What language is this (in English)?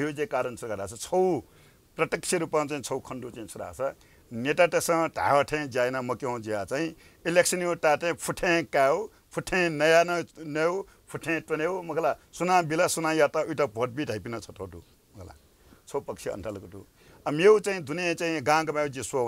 Newari